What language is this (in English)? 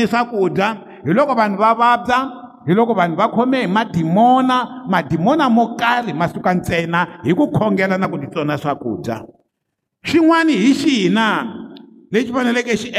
Tsonga